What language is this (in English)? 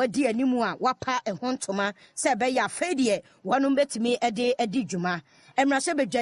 Akan